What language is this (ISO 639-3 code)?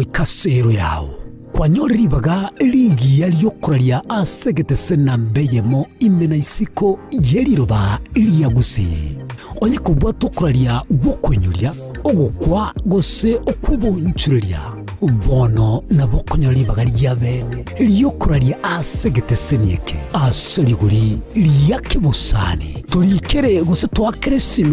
guz